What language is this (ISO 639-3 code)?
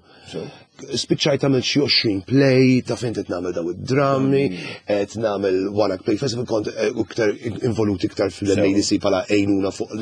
mlt